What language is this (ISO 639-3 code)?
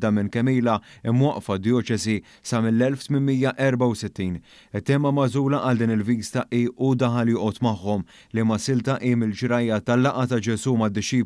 mlt